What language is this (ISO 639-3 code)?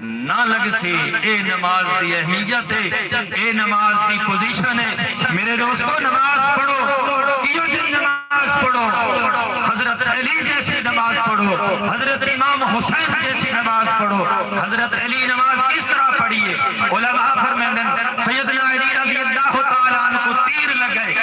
skr